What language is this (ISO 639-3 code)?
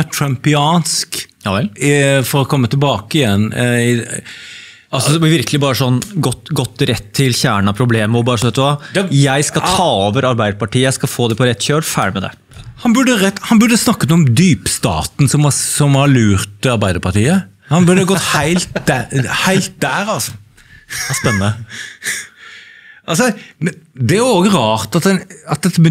nor